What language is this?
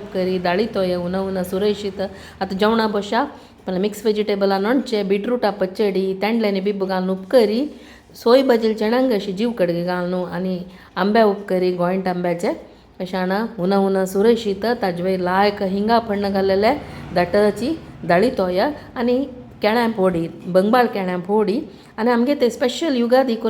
Konkani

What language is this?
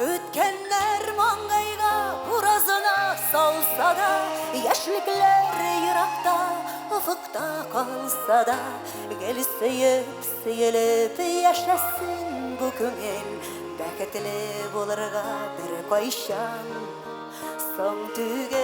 Tatar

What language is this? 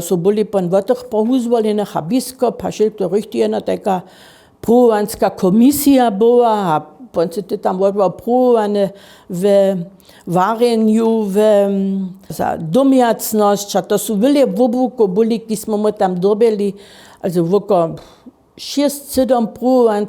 Upper Sorbian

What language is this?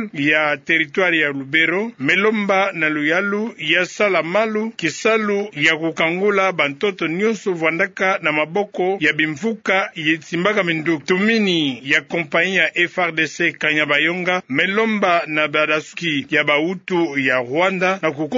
Kituba (Democratic Republic of Congo)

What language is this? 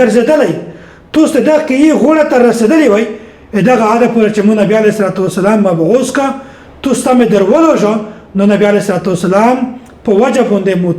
Pashto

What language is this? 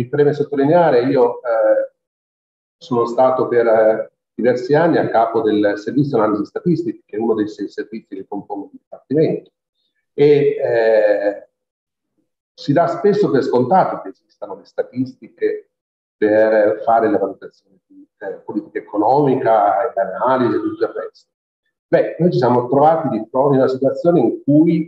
Italian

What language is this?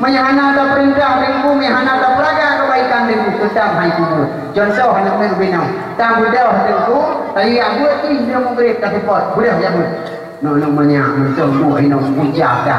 Achinese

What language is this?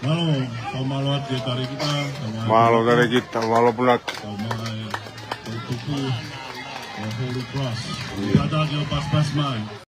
Tongan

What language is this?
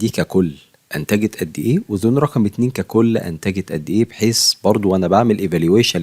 Egyptian Arabic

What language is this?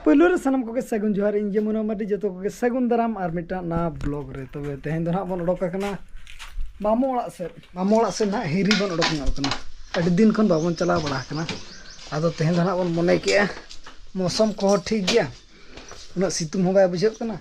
Santali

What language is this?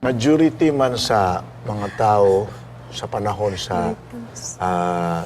Cebuano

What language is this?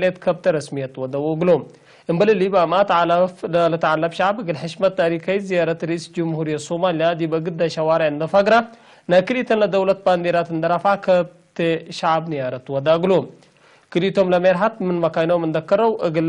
Tigre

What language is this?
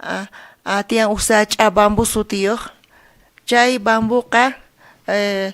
South Bolivian Quechua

